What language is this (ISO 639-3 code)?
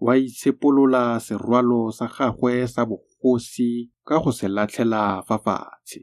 tsn